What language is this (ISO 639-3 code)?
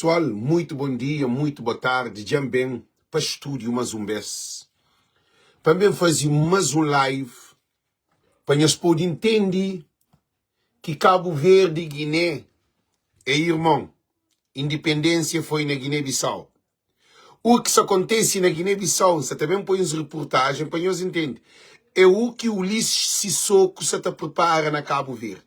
kea